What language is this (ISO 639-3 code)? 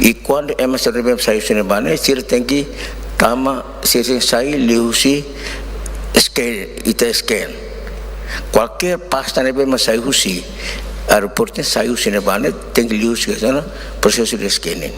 tet